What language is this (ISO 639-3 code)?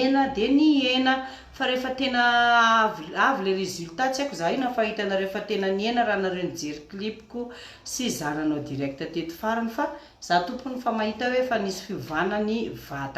mlg